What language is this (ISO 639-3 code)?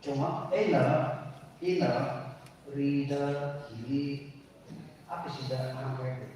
nmf